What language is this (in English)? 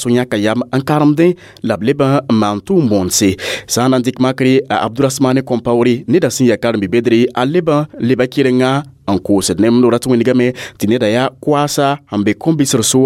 Mossi